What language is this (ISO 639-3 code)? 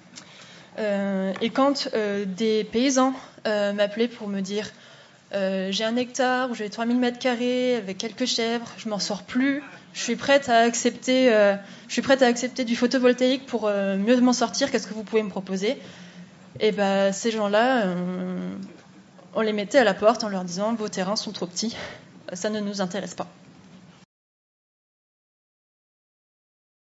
fra